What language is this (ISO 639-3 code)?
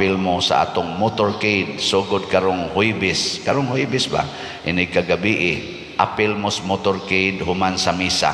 ceb